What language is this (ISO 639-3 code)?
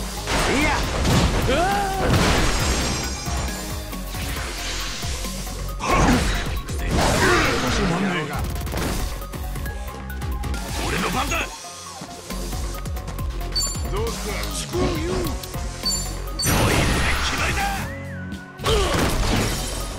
jpn